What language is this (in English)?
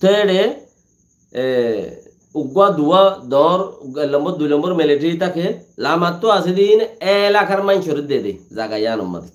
Rohingya